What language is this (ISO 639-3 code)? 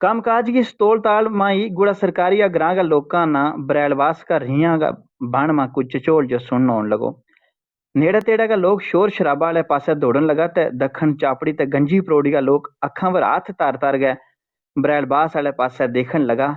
gju